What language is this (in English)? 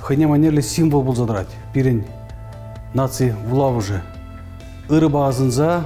Chuvash